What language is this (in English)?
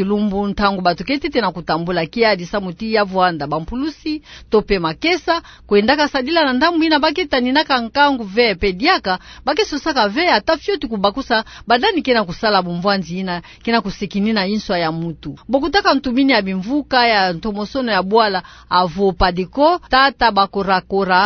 Kituba (Democratic Republic of Congo)